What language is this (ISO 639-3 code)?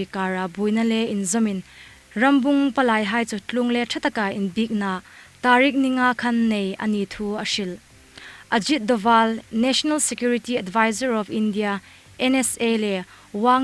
hmr